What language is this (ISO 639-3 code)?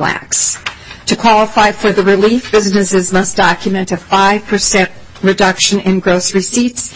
eng